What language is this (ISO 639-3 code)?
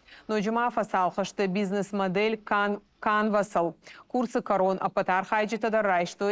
oss